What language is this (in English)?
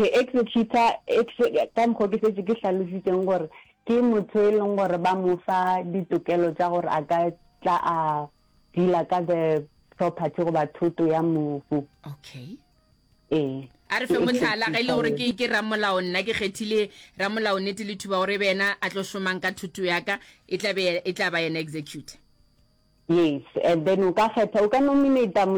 Northern Sotho